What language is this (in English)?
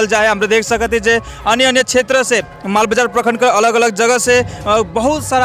Sadri